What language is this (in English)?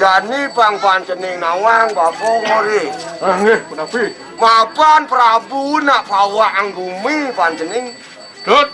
Balinese